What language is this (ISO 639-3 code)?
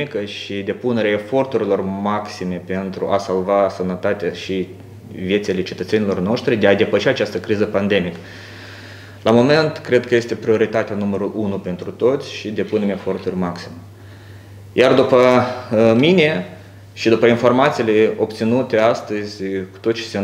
ron